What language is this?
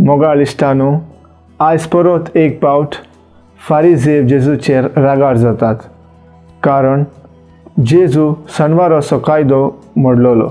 Konkani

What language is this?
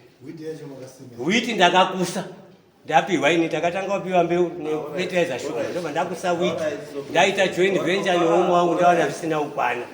Shona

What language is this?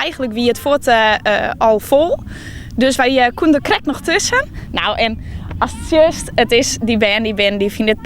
Western Frisian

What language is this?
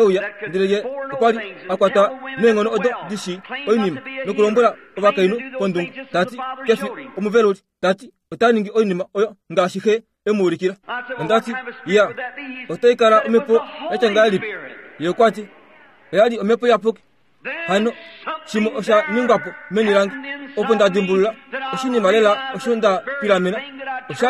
Kuanyama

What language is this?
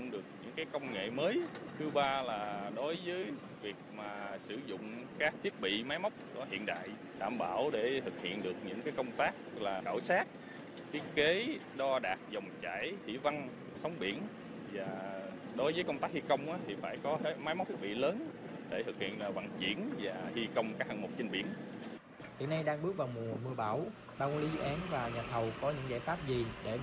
Vietnamese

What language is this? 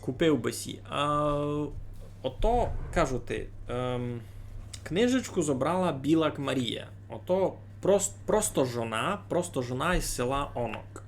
Rusyn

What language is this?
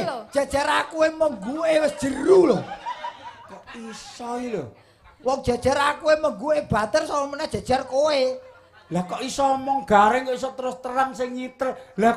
Javanese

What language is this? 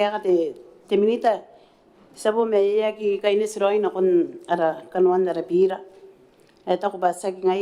Gilbertese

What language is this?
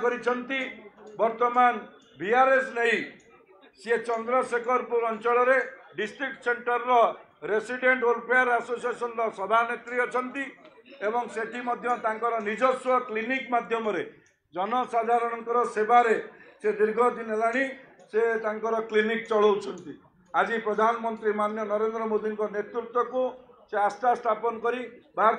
Odia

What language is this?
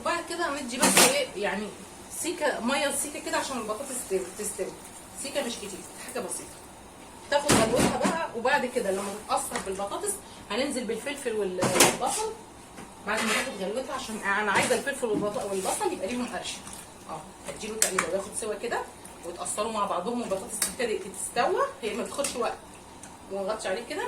Egyptian Arabic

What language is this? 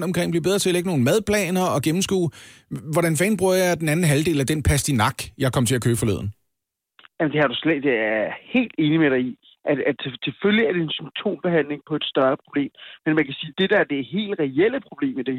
Danish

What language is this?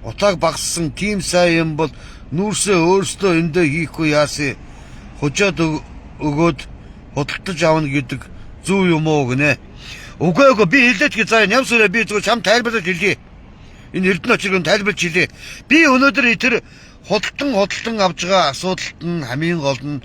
Mongolian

